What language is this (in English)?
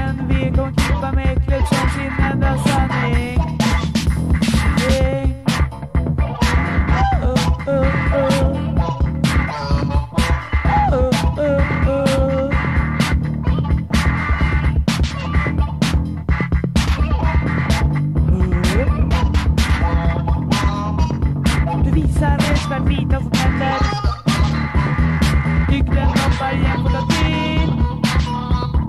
Swedish